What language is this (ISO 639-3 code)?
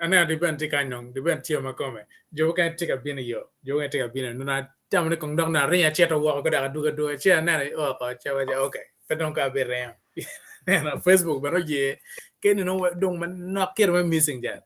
ach